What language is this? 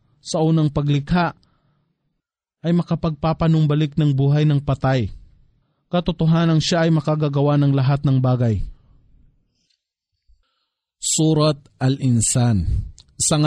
Filipino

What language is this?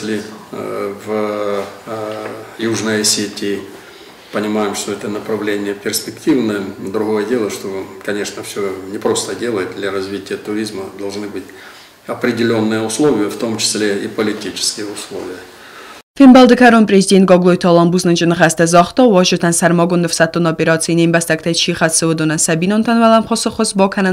Ossetic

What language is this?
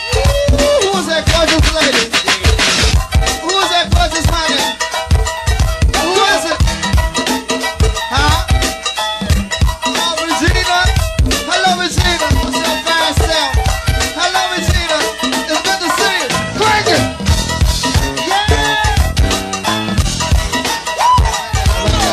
English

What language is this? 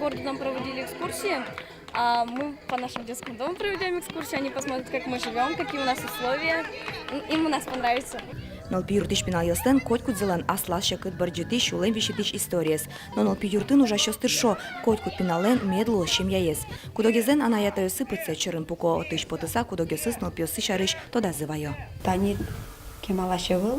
Udmurt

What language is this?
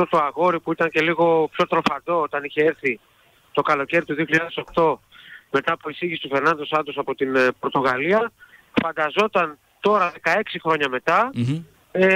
Greek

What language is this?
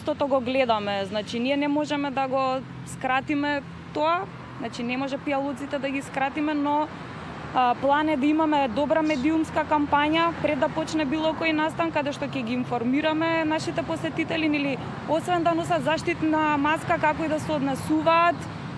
Macedonian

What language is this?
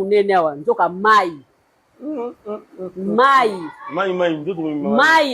Lingala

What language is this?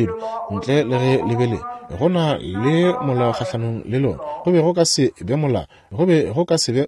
Northern Sotho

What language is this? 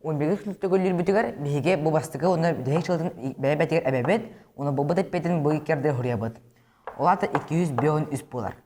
Yakut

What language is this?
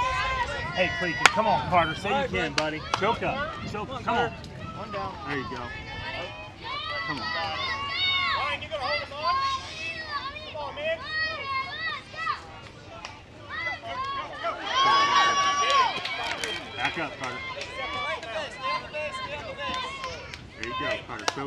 English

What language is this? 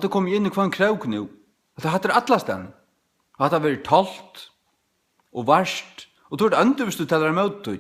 Faroese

